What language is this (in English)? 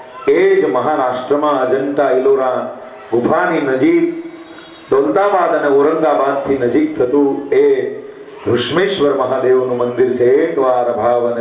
Gujarati